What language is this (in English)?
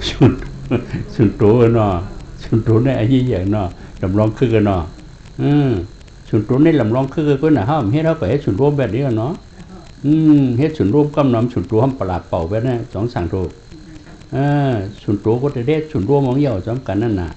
Shan